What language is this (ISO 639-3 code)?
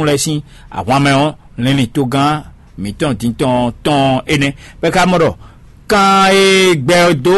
fon